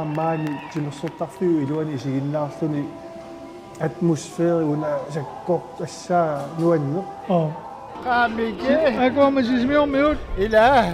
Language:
Kalaallisut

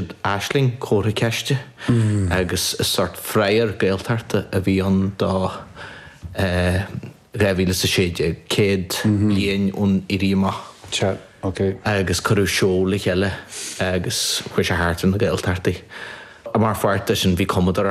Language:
Irish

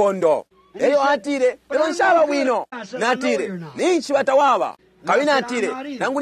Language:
Bemba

